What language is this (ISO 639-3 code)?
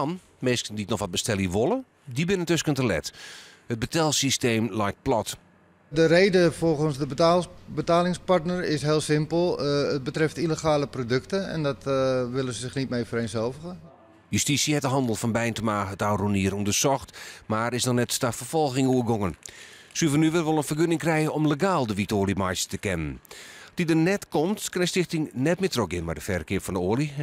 fry